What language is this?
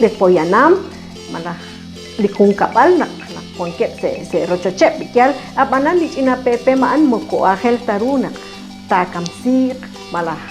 Kekchí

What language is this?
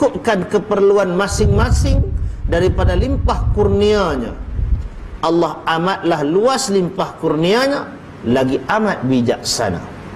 Malay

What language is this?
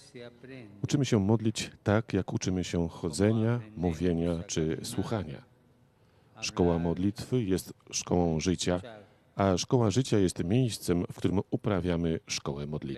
Polish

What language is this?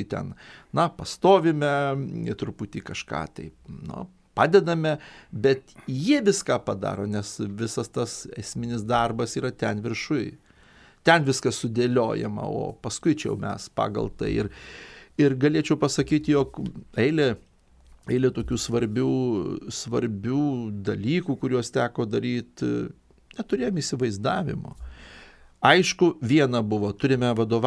Lithuanian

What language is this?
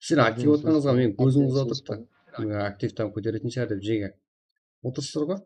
Kara-Kalpak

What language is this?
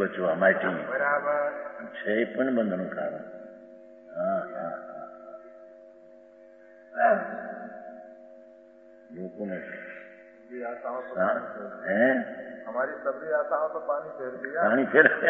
Gujarati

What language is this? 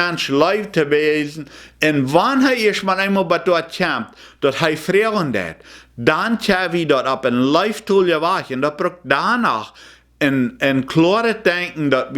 Plautdietsch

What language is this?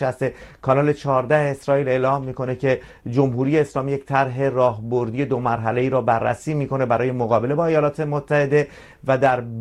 Persian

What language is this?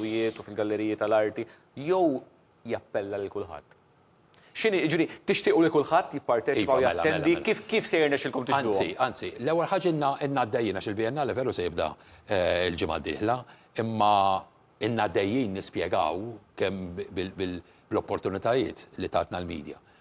Maltese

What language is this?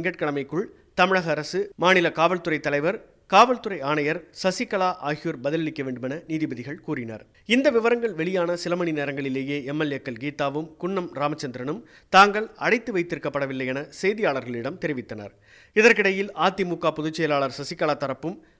Tamil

